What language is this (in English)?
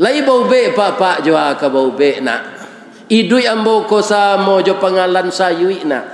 Minangkabau